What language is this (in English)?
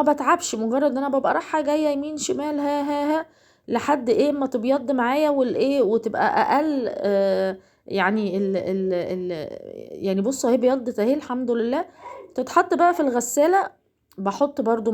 Egyptian Arabic